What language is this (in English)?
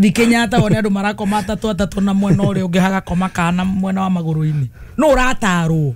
Kikuyu